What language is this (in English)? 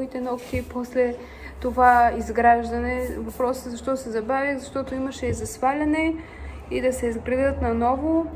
Bulgarian